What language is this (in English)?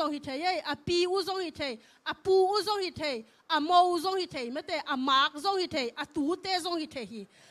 Tedim Chin